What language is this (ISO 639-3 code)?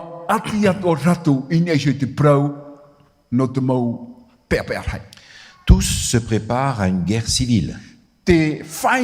tah